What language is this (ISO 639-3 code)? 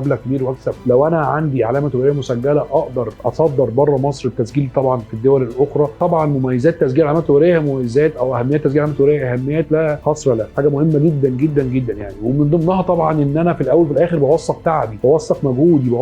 arz